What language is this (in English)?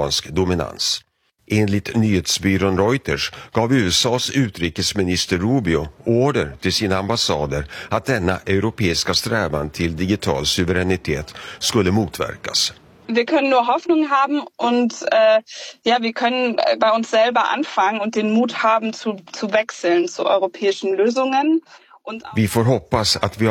Swedish